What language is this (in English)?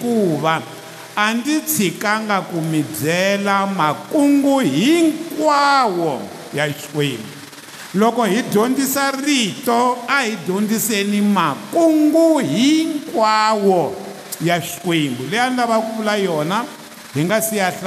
Tsonga